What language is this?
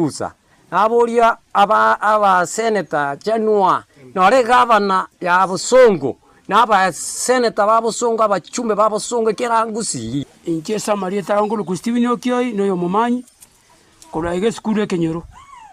Gusii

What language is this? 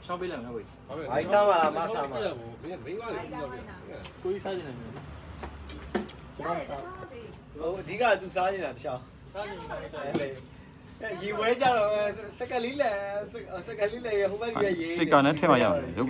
Burmese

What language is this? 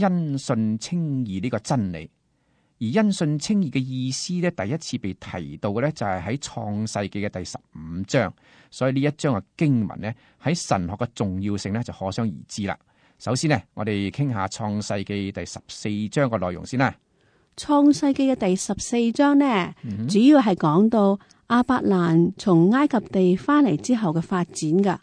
Cantonese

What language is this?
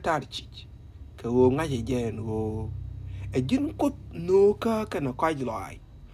Nuer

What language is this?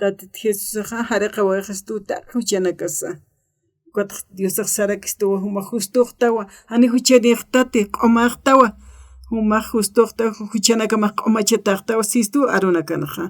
Aymara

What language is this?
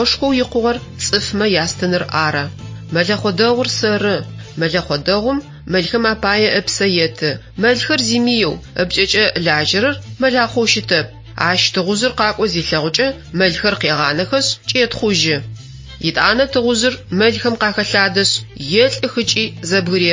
Adyghe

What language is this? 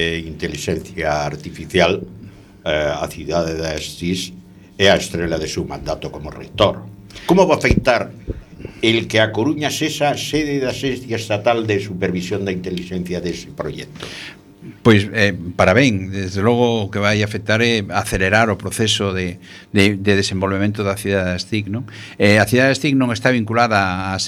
Galician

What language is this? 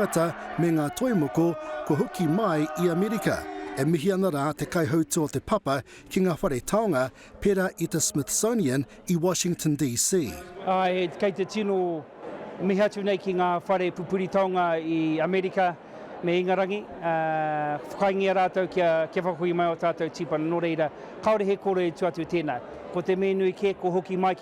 Māori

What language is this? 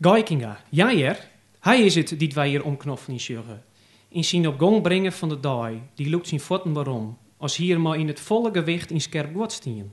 Western Frisian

